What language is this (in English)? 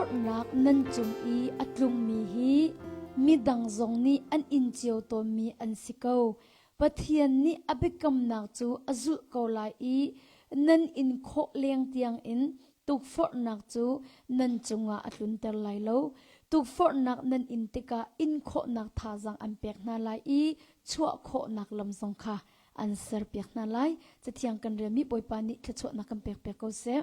Hakha Chin